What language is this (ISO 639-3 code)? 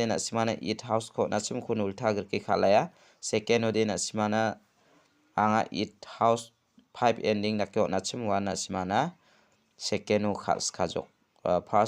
grt